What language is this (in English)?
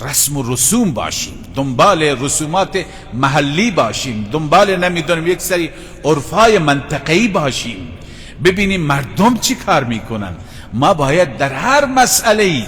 Persian